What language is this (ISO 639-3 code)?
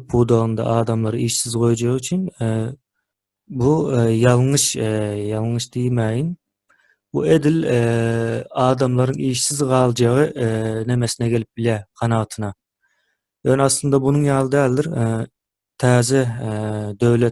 tuk